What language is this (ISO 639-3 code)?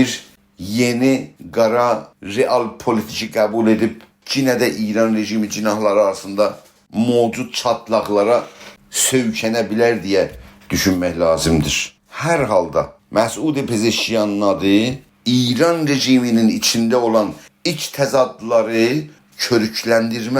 azb